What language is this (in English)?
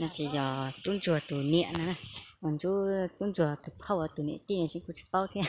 Hmong